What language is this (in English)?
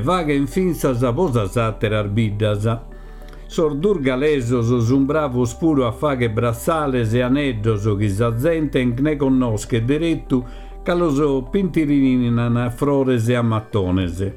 Sardinian